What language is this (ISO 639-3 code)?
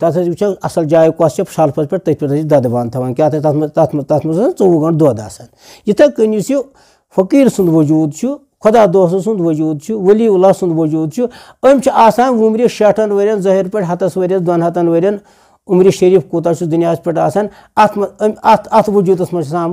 kas